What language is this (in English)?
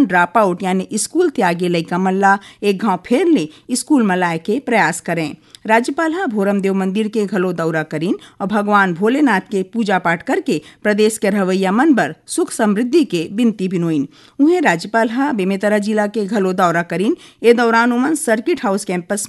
Chhattisgarhi